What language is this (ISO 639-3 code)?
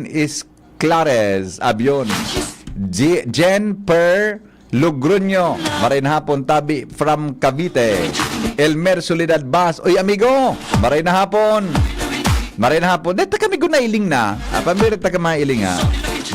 bik